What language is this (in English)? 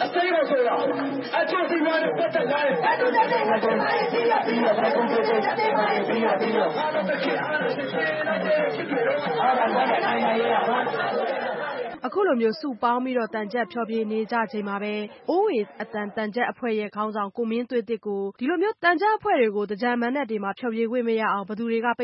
Burmese